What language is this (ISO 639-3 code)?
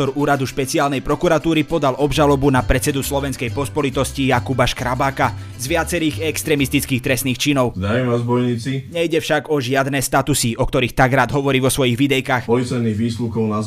slk